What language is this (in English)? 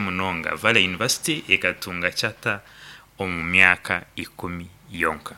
Nyankole